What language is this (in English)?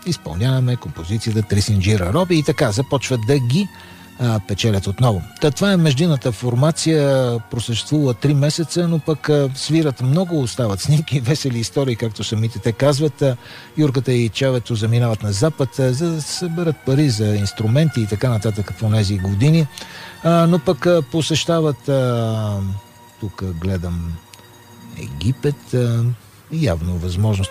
Bulgarian